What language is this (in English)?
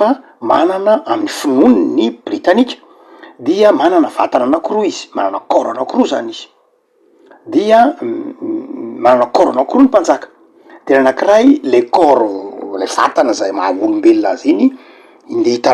Malagasy